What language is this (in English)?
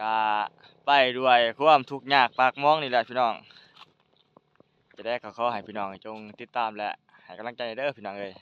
Lao